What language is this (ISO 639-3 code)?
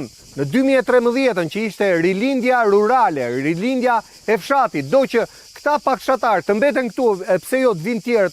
sqi